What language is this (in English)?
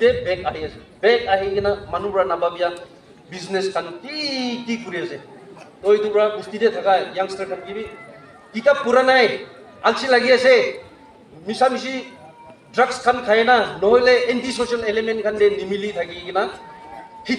Naga Pidgin